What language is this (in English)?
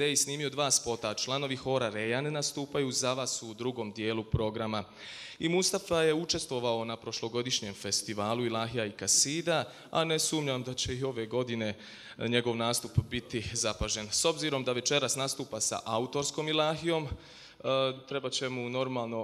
Bosnian